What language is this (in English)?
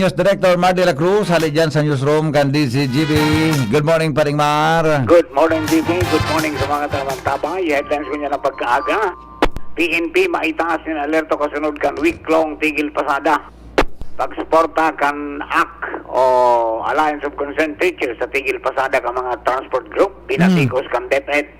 Bikol